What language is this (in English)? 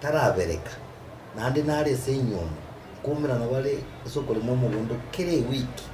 Gusii